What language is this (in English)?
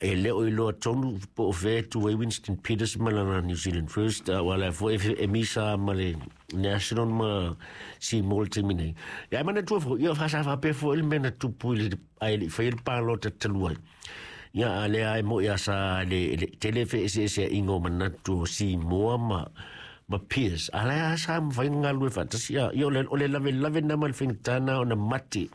Samoan